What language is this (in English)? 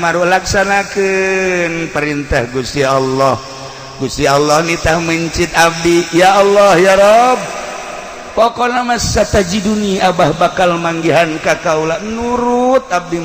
Sundanese